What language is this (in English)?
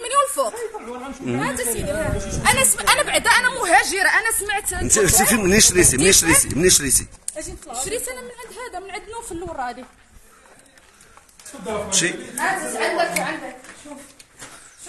Moroccan Arabic